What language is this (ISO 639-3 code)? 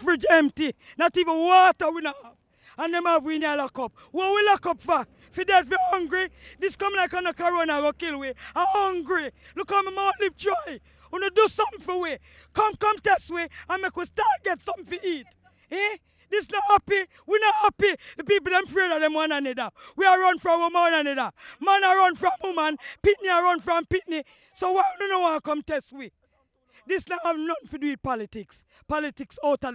jam